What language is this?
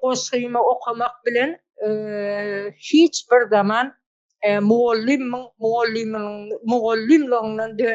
Turkmen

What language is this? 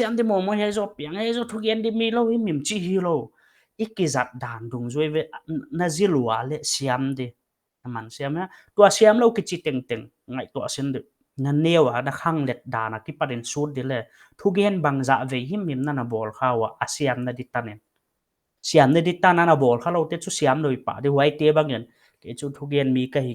Paite Chin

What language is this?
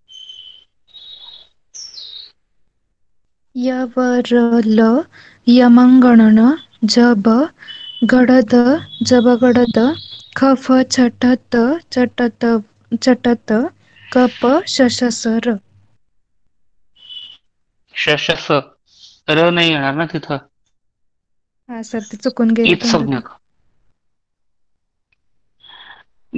Marathi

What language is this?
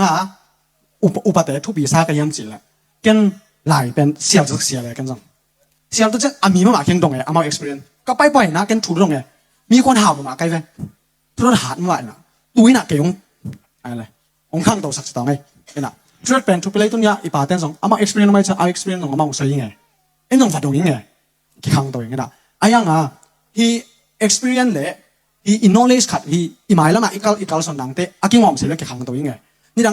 Tedim Chin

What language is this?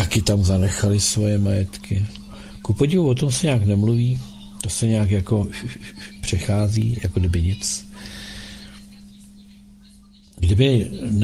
Czech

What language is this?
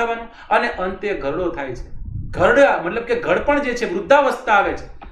Gujarati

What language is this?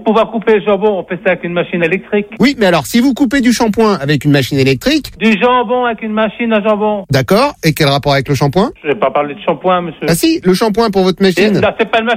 French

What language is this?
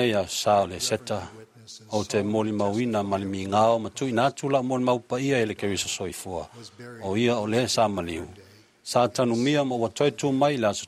Samoan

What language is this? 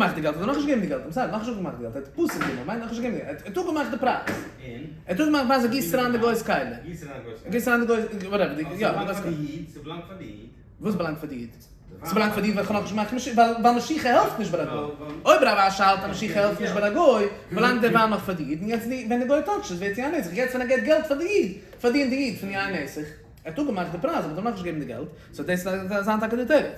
Yiddish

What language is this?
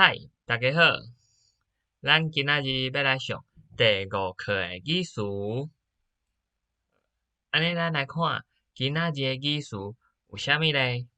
Min Nan Chinese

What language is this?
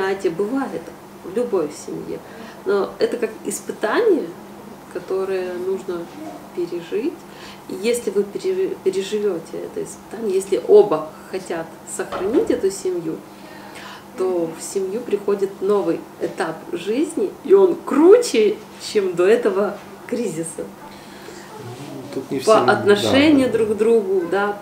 Russian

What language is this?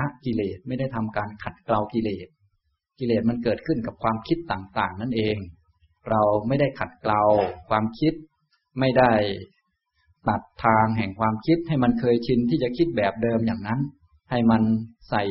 Thai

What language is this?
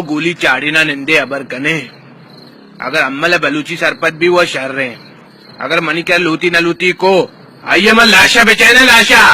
Baluchi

